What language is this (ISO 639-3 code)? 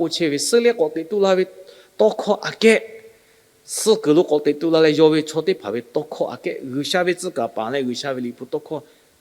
lhu